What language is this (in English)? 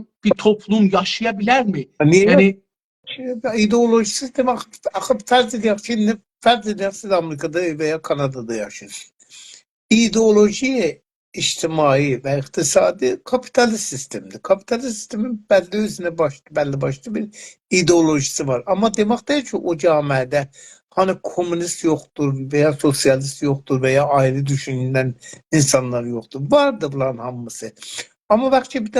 South Azerbaijani